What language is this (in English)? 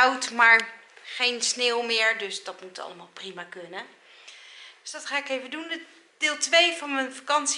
Dutch